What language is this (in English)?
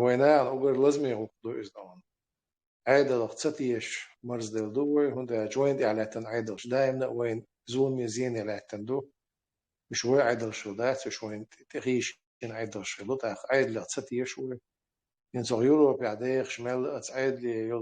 Chechen